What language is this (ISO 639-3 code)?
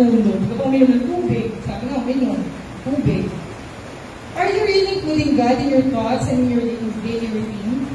fil